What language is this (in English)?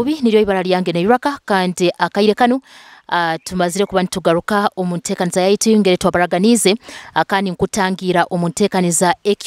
Nyoro